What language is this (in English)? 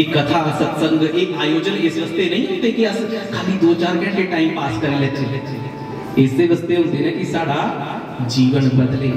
Dogri